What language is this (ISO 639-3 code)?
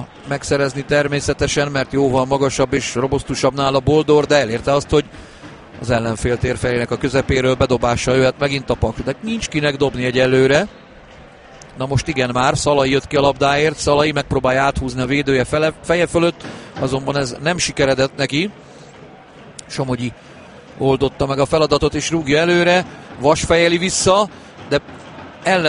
hun